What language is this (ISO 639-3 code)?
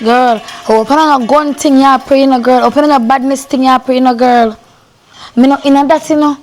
jam